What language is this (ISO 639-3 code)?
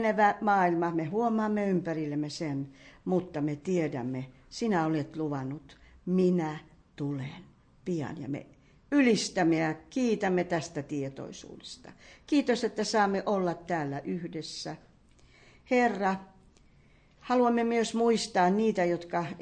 fin